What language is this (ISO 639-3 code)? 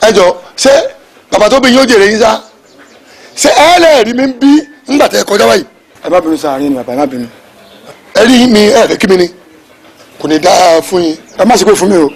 yor